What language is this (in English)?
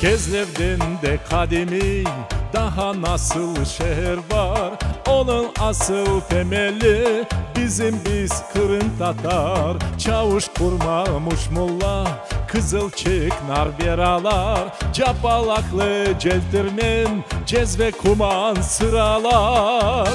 Crimean Tatar